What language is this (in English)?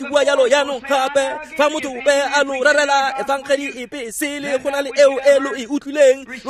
Tswana